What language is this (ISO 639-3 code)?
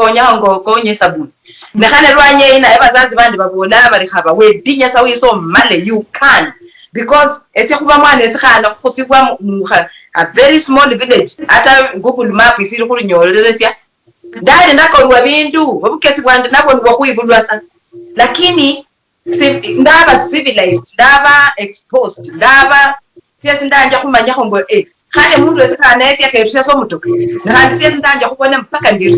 luy